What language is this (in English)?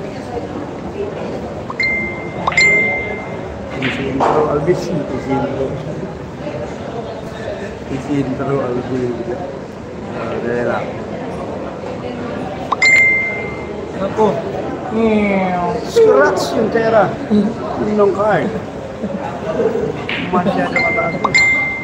Filipino